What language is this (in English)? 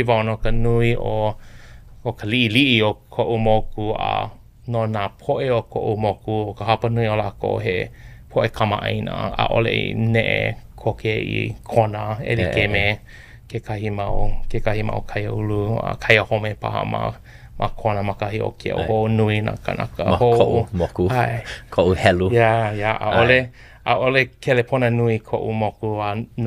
Hawaiian